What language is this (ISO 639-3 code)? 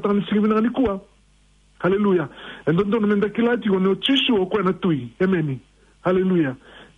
fij